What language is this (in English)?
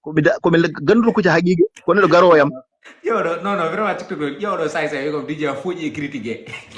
Fula